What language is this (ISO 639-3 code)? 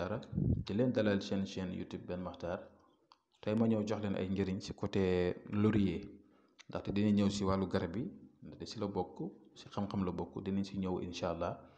wol